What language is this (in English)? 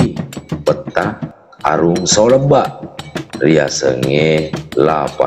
Buginese